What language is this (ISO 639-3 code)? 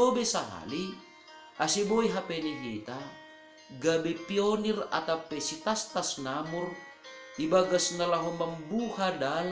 bts